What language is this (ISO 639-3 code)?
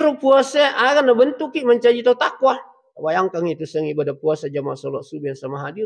bug